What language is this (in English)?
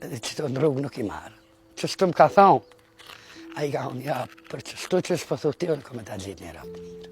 Albanian